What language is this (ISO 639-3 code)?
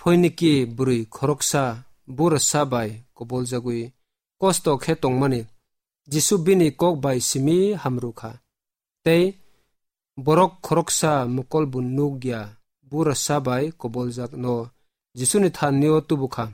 trp